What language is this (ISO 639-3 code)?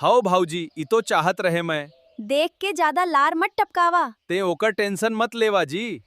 hne